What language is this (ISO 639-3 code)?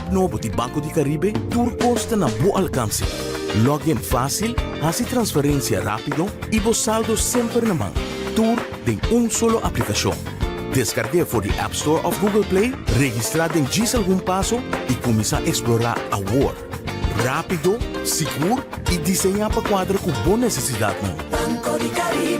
pap